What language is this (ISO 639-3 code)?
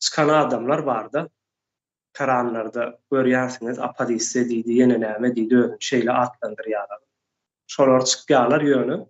tuk